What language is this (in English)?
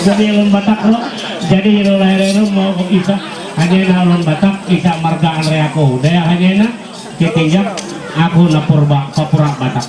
Ma'anyan